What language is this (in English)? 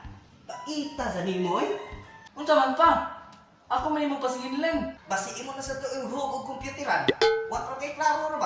Cebuano